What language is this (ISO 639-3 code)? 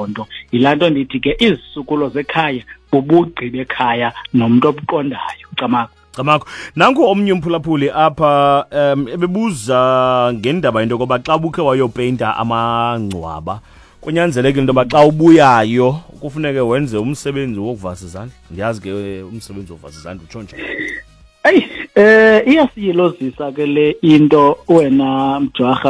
xho